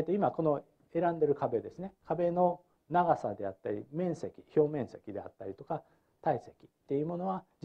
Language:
Japanese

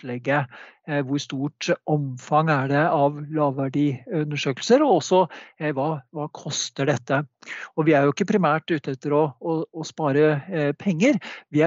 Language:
Norwegian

